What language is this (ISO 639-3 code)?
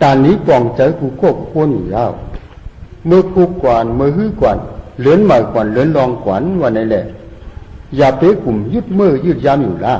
shn